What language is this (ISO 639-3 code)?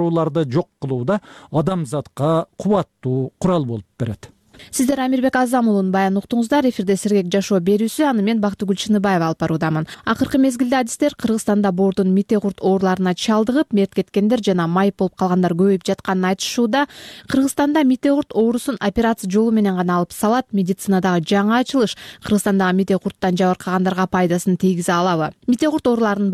kir